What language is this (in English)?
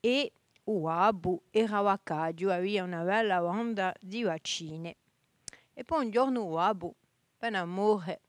Corsican